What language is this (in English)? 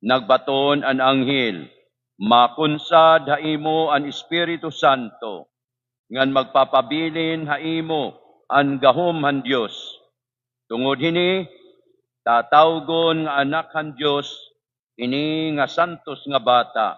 Waray